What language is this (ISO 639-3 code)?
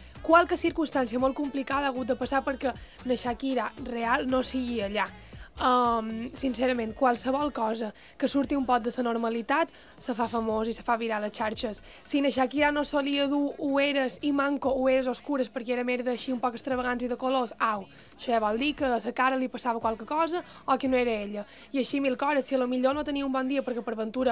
cat